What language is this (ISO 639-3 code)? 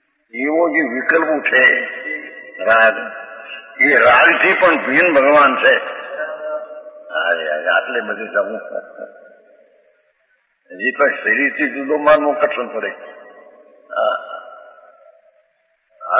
guj